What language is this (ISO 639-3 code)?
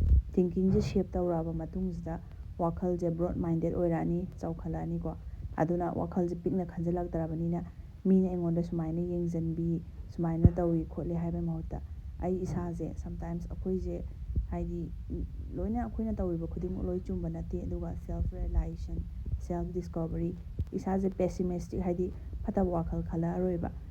mni